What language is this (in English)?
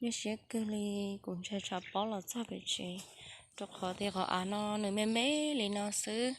Hmong